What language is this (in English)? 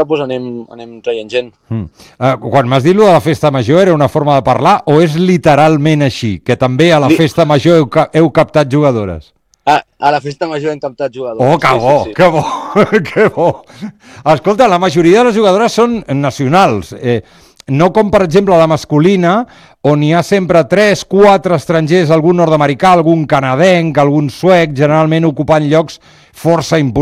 Catalan